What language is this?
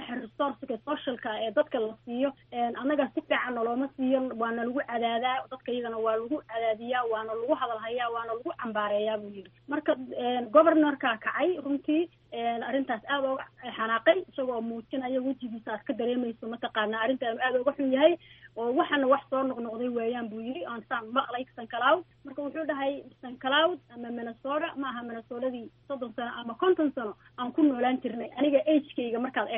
Somali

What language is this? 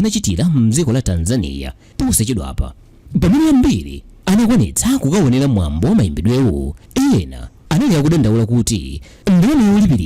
Nyanja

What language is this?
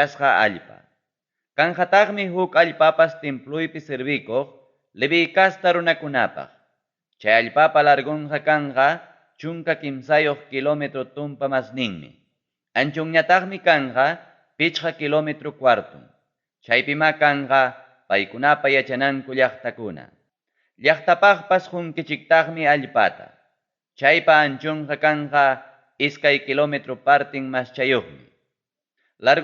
Ayacucho Quechua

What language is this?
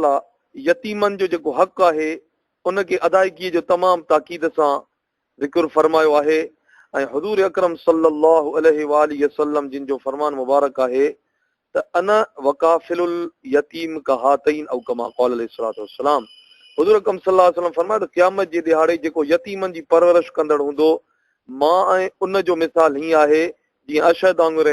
Sindhi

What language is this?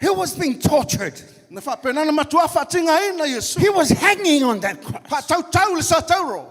Samoan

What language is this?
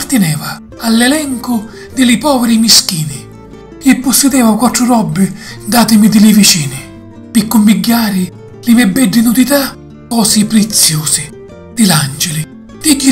Sicilian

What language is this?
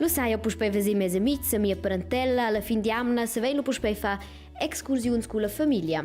Romansh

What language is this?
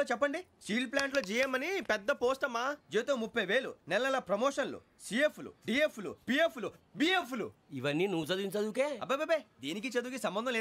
Telugu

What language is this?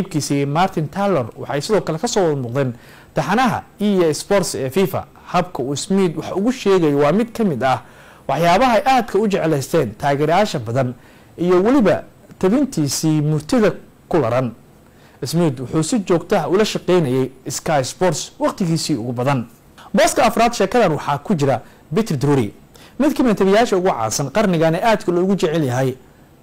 Somali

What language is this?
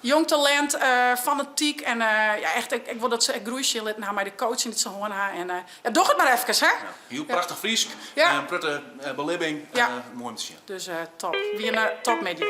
Western Frisian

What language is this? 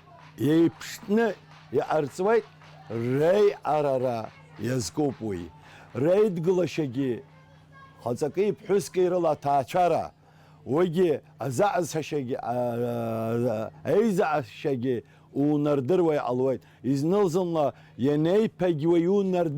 Abkhazian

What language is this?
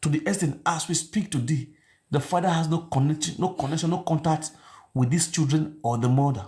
Nigerian Pidgin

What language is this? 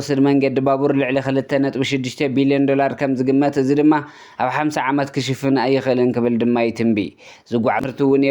Tigrinya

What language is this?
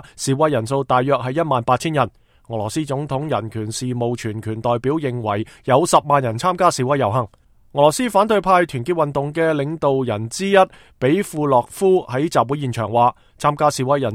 Cantonese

